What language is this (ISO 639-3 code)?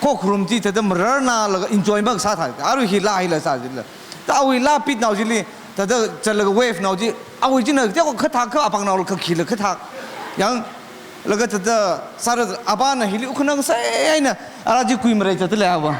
nmf